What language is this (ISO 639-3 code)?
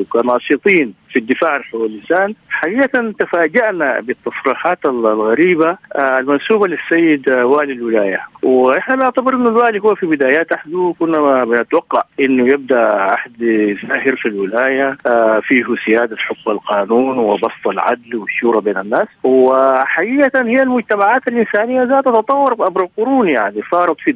apd